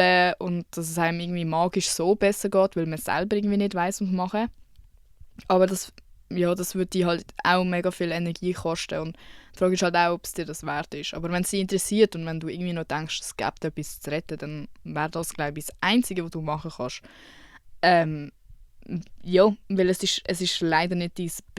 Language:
Swiss German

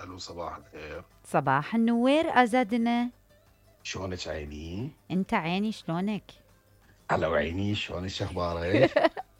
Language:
Mesopotamian Arabic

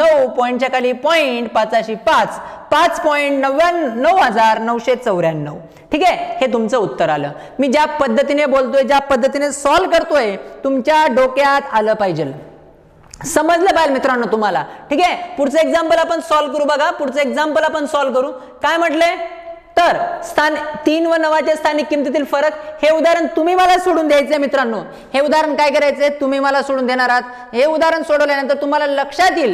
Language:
Marathi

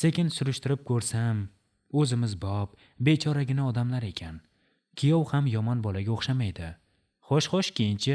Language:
Uzbek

